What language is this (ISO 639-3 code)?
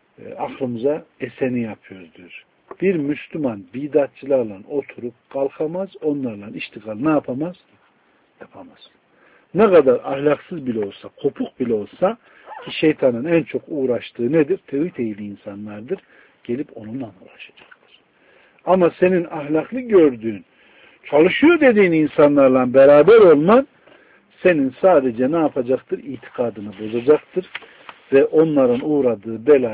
tur